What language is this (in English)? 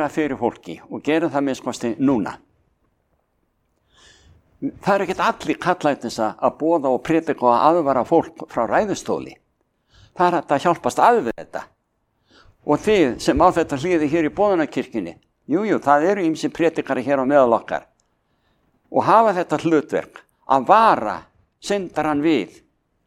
Icelandic